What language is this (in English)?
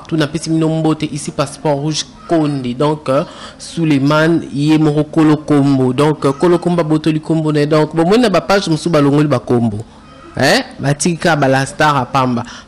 Lingala